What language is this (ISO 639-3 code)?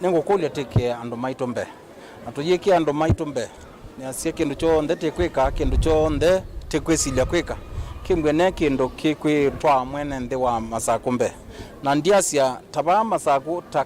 kam